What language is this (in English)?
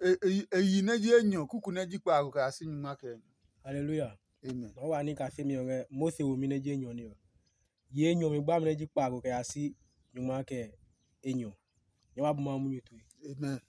Adangme